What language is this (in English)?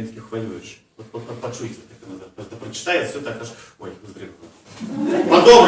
Belarusian